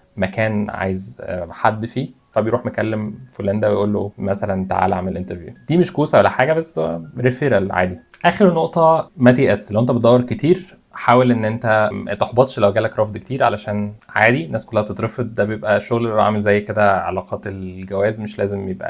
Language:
Egyptian Arabic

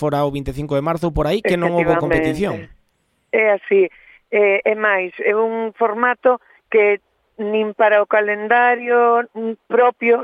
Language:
Galician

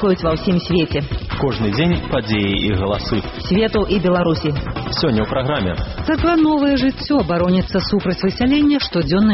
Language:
Belarusian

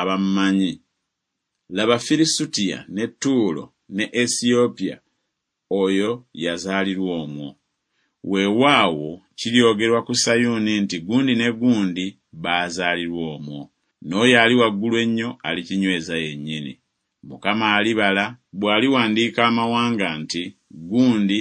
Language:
Ganda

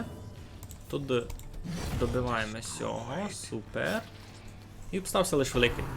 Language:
Rusyn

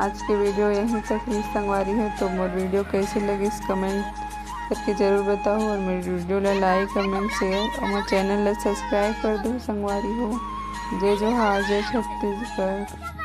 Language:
Chhattisgarhi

